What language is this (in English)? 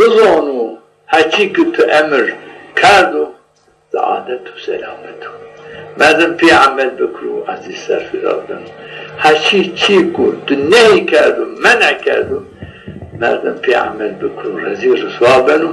Zaza